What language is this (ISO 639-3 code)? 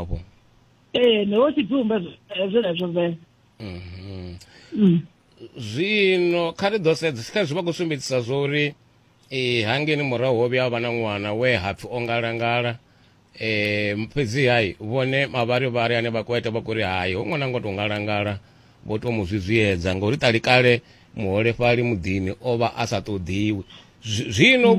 ven